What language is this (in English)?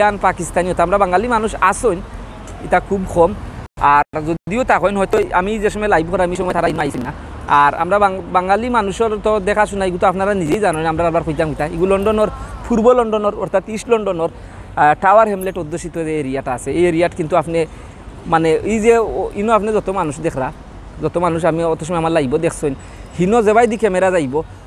Sylheti